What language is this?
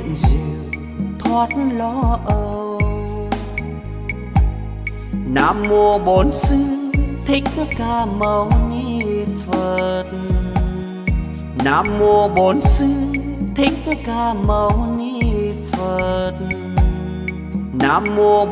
Vietnamese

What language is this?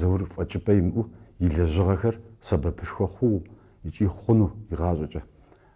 Kabardian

